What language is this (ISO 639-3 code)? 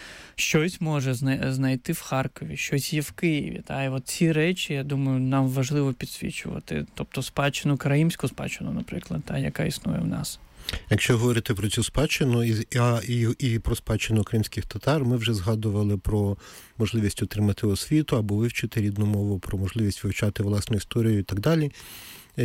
ukr